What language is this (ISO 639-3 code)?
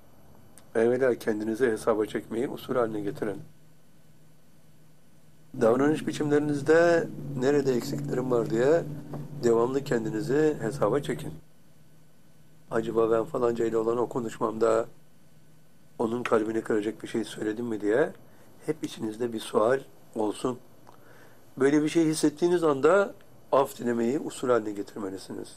tur